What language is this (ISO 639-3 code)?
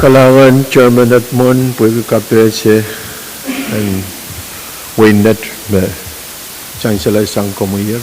pon